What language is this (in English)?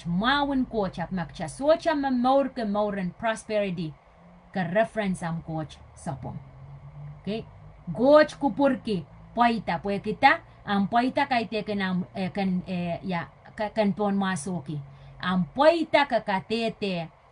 Pohnpeian